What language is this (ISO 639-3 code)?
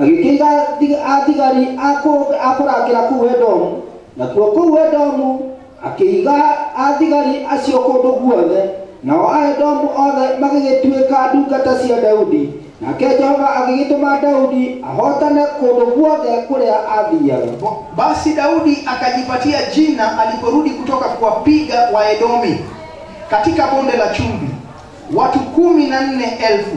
kik